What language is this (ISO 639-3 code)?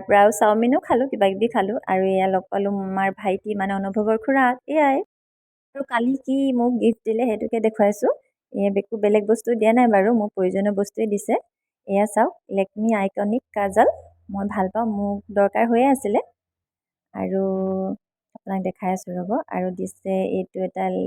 asm